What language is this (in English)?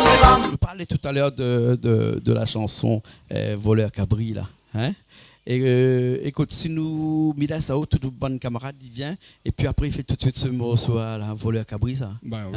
Réunion Creole French